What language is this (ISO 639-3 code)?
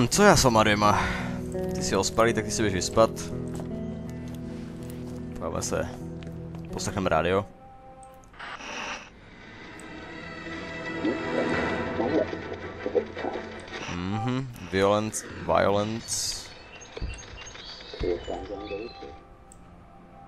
ces